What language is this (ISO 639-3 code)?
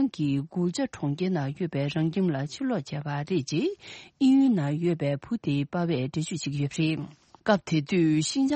bod